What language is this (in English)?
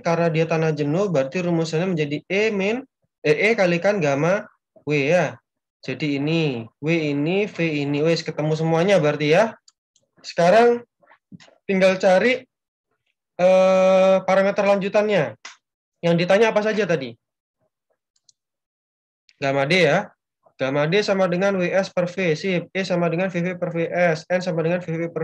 Indonesian